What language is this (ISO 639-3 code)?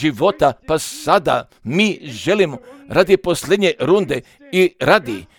hrv